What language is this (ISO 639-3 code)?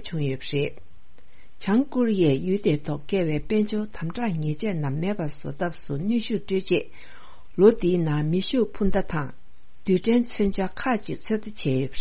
bod